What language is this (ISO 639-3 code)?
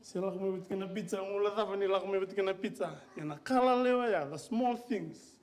fij